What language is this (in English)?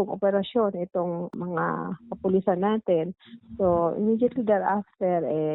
Bikol